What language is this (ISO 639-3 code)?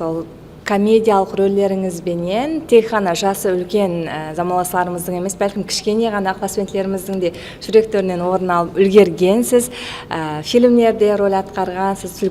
kaa